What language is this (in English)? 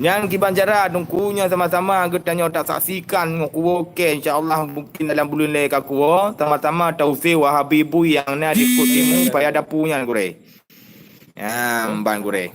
Achinese